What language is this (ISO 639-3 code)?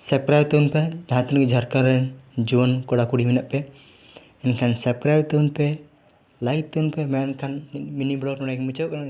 sat